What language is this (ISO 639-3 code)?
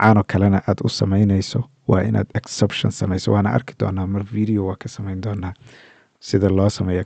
som